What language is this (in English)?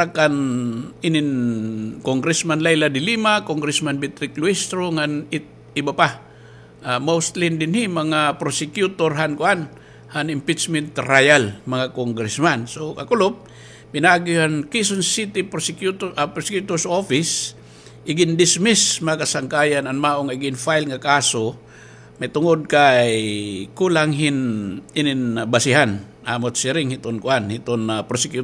Waray